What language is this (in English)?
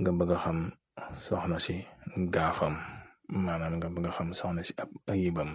Wolof